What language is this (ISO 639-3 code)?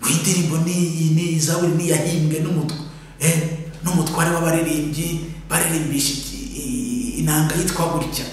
kin